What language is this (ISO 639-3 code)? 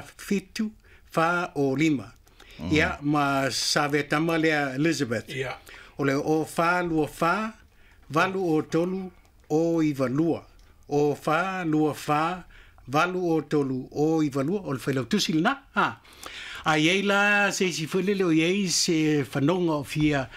smo